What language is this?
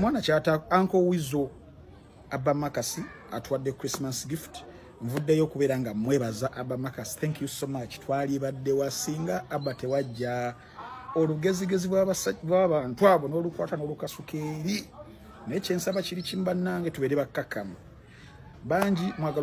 Ganda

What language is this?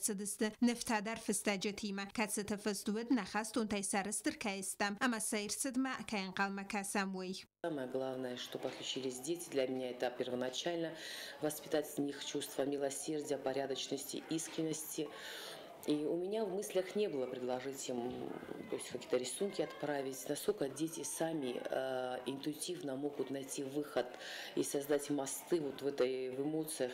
Ossetic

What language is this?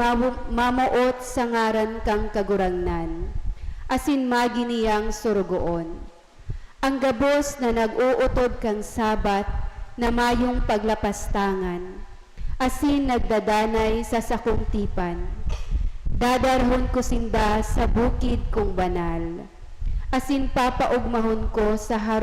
Bikol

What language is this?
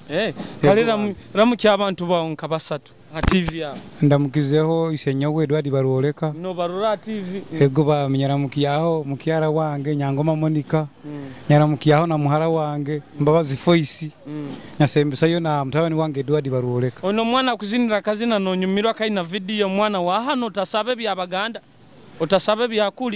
Nyoro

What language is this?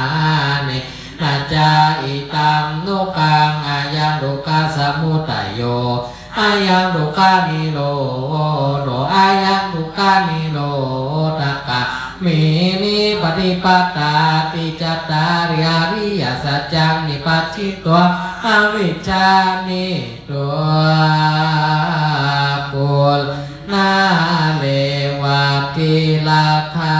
Pali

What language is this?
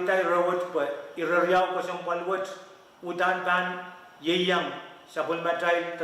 Pohnpeian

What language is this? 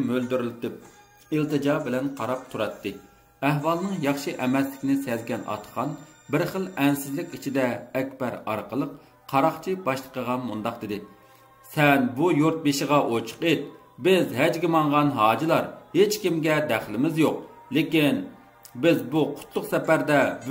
Uyghur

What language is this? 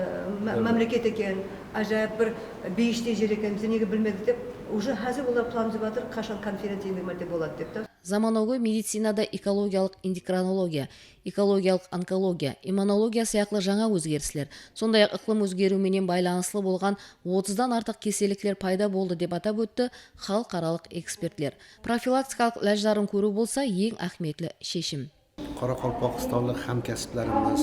Kara-Kalpak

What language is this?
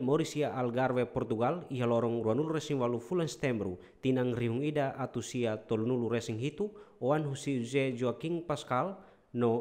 Tetum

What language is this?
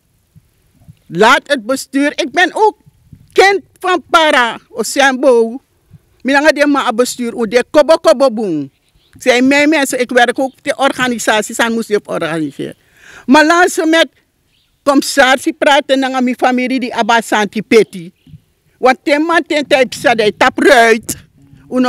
Dutch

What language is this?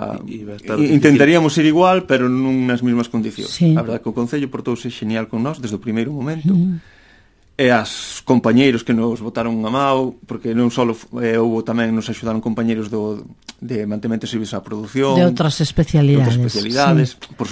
Galician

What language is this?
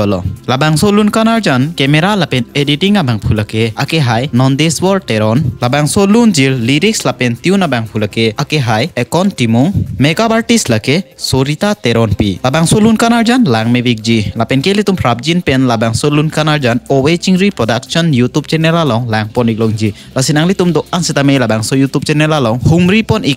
Karbi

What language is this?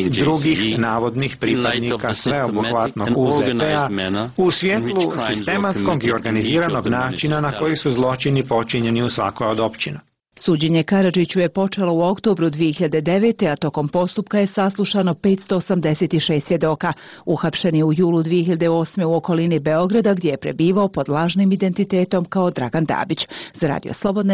Bosnian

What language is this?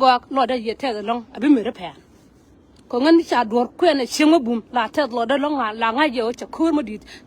Nuer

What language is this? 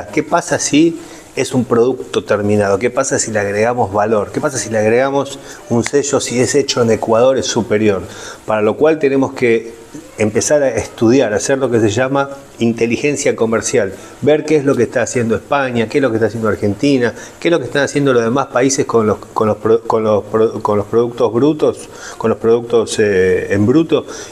Spanish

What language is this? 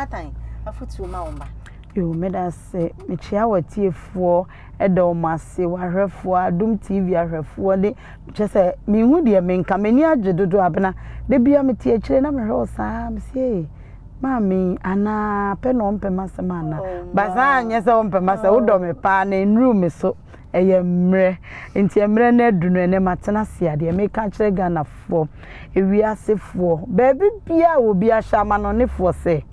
Akan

